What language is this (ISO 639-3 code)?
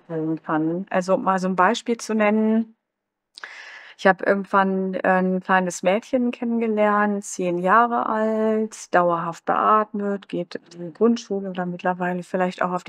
deu